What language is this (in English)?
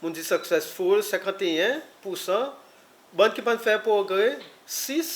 Seselwa Creole French